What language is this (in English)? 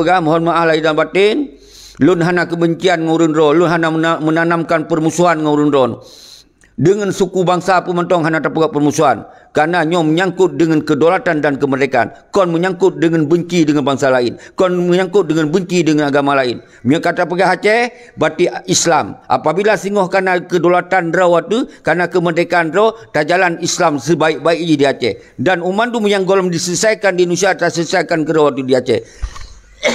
Achinese